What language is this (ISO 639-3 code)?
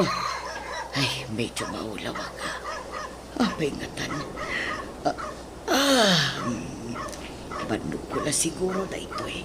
ilo